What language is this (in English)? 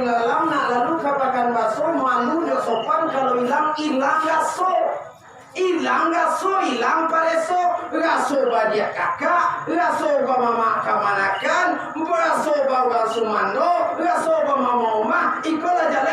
Minangkabau